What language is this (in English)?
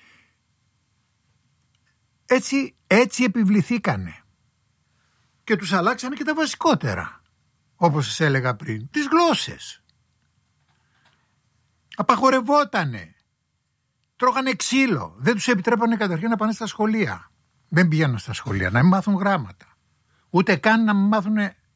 Greek